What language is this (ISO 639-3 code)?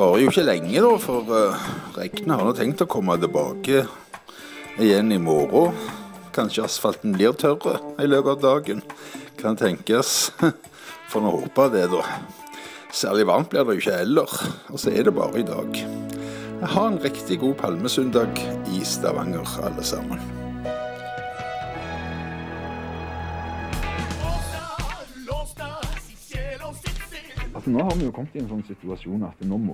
nor